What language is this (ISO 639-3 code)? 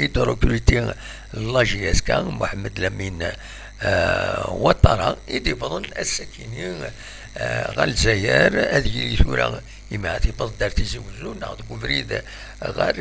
kab